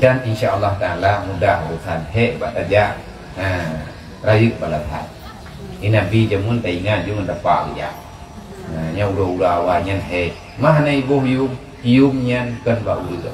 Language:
Achinese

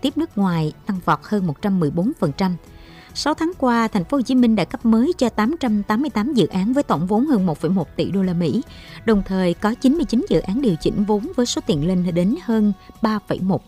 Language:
Vietnamese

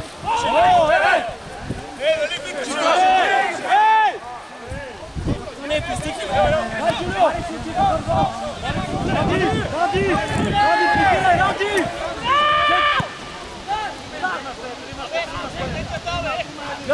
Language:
Bulgarian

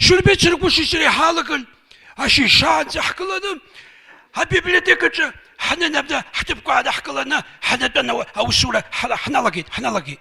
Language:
Abkhazian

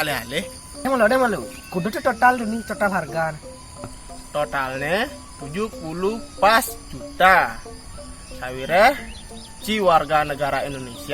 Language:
Balinese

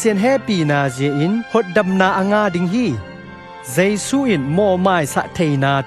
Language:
Tedim Chin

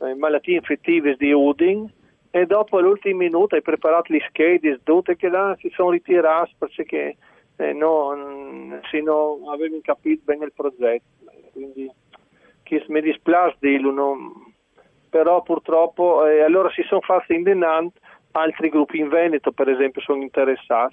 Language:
Friulian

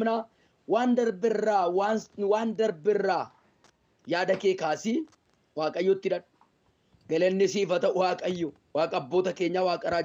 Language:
Oromo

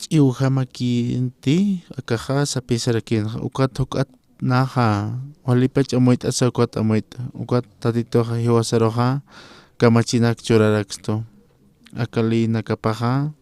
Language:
Aymara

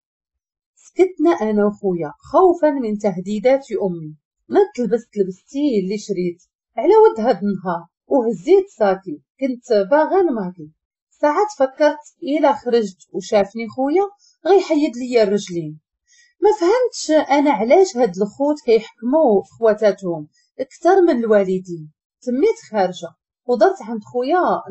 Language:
Moroccan Arabic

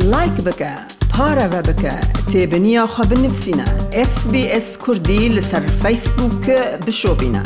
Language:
Kurdish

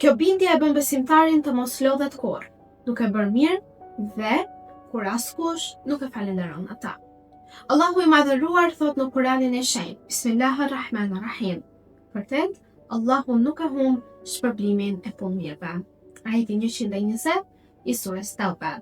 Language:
Albanian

